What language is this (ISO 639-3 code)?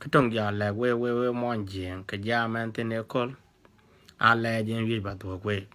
din